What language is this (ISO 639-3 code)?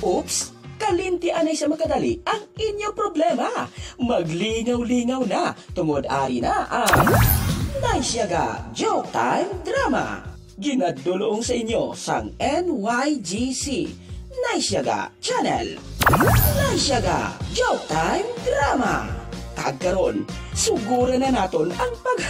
hil